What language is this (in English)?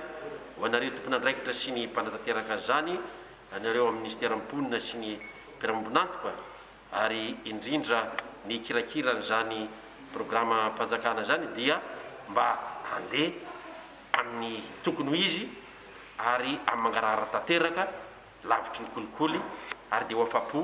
Malagasy